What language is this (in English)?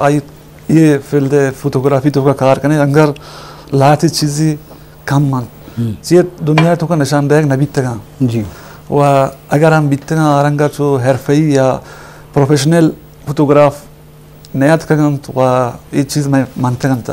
Eastern Balochi